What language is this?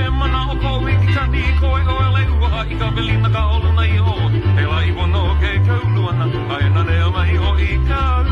Hawaiian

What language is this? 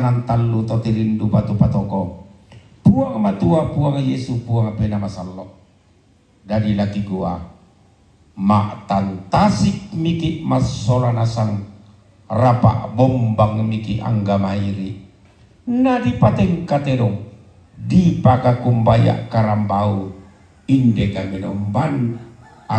Toraja-Sa'dan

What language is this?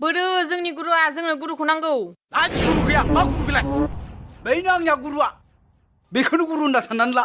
Bodo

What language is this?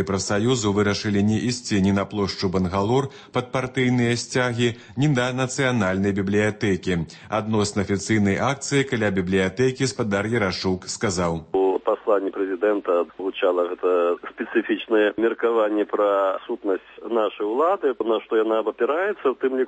Belarusian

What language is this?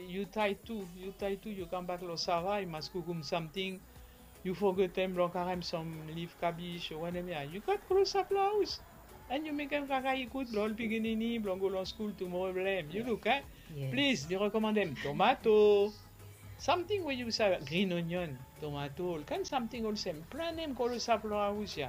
Bislama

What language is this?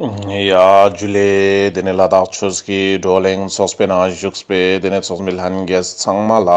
Ladakhi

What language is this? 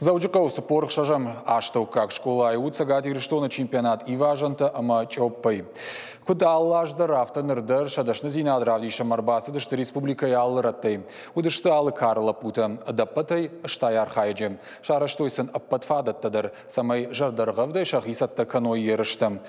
Ossetic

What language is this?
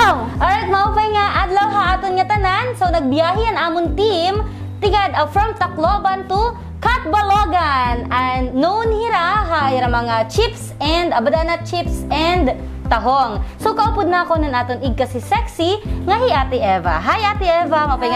Waray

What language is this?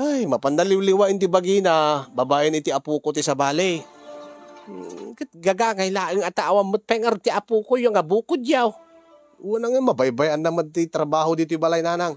Iloko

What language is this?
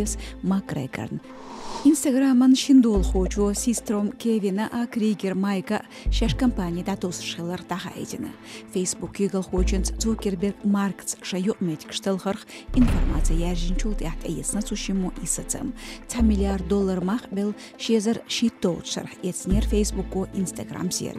Chechen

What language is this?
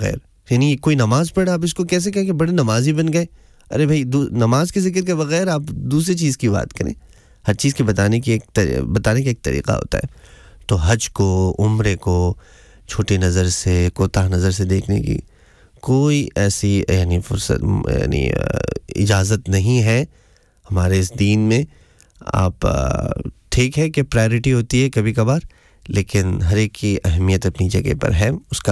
Urdu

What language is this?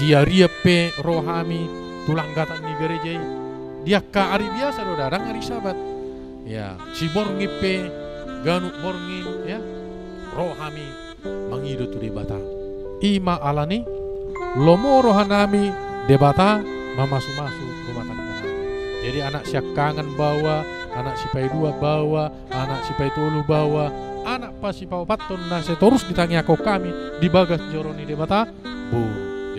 Batak Toba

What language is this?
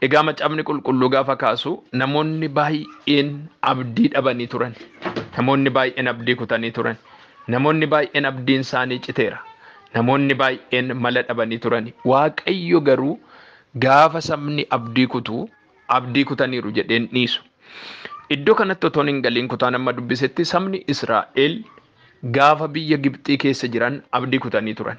Oromo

